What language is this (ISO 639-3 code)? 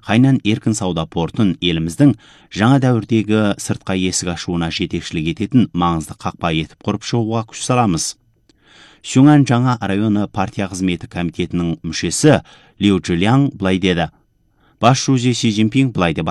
kaz